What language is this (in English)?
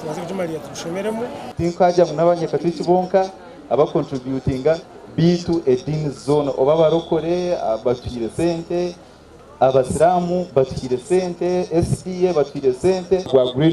Nyankole